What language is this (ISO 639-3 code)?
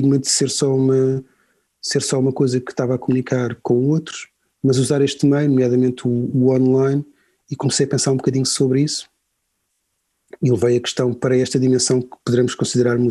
por